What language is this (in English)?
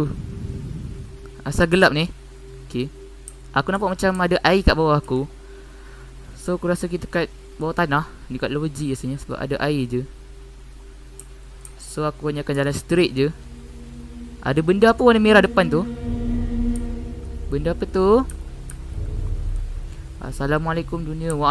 Malay